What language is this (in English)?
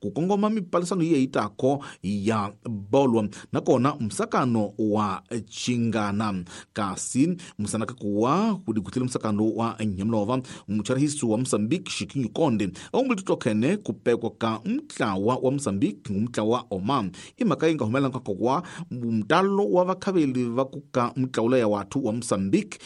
Tsonga